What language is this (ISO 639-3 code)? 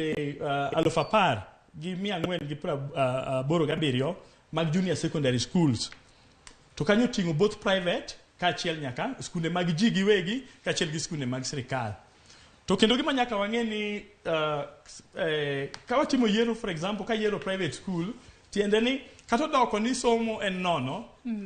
luo